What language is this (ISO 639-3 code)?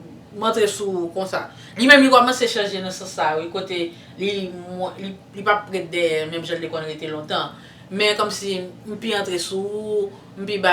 hat